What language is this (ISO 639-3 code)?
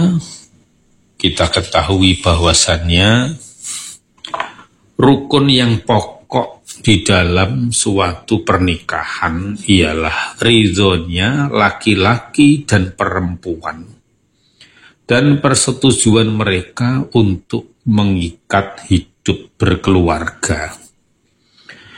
ind